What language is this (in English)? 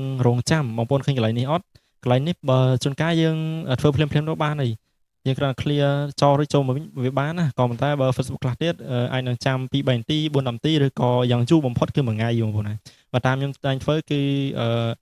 Khmer